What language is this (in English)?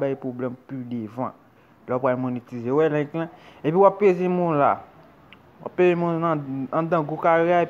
Haitian Creole